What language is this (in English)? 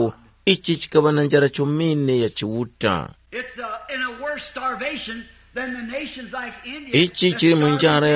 Tumbuka